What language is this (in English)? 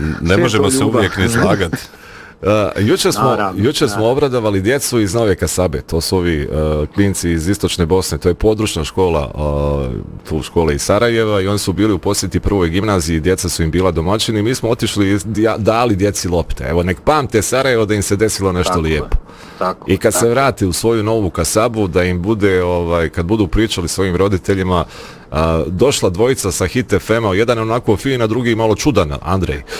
Bosnian